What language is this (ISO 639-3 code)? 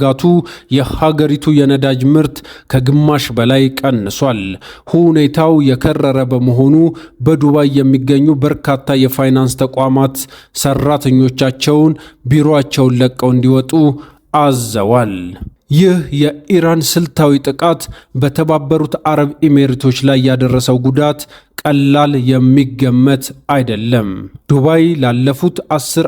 amh